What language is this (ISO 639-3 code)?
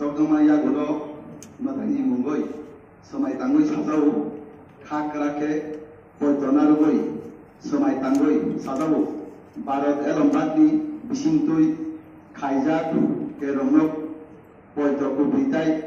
trp